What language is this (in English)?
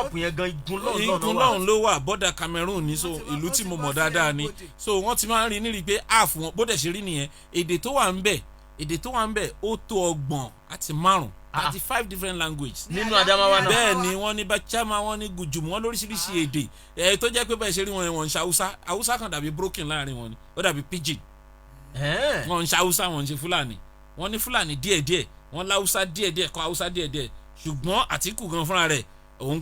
Yoruba